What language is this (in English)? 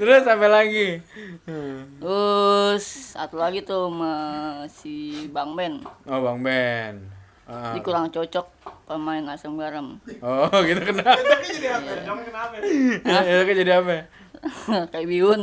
Betawi